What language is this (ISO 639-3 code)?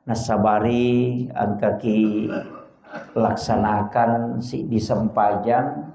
bug